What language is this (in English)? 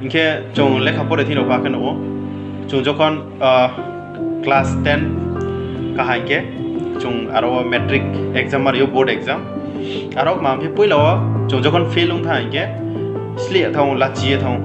Riang (India)